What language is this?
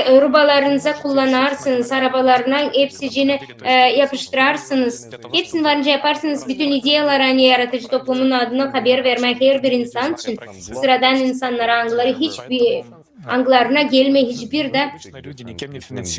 Gagauz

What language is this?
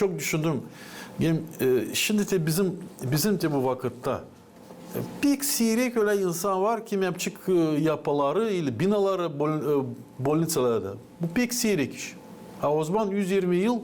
Gagauz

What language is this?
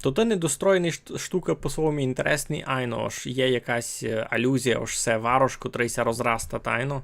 Rusyn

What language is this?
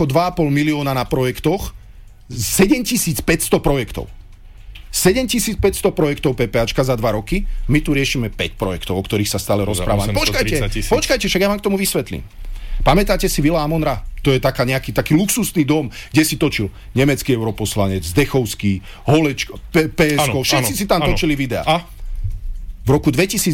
Slovak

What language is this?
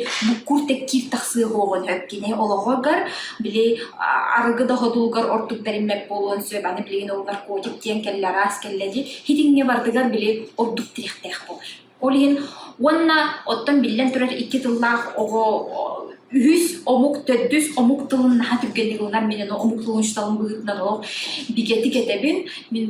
Yakut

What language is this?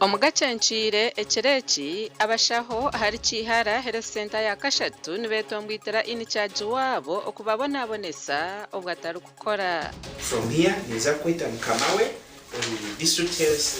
Nyankole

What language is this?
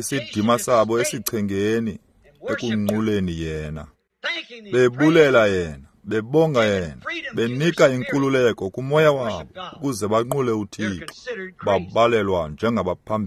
Xhosa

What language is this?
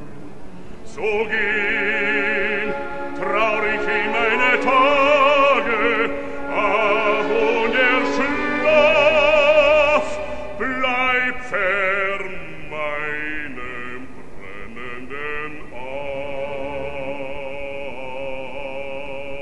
German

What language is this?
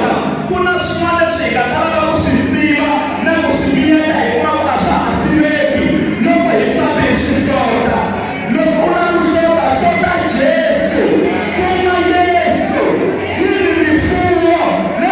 Tsonga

